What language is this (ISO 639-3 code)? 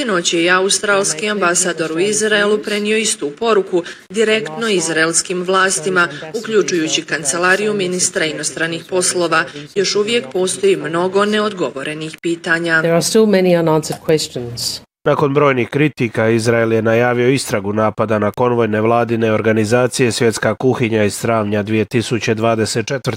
bos